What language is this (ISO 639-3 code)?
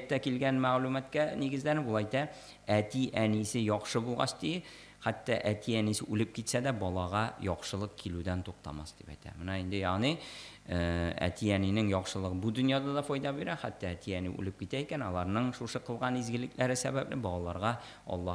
tat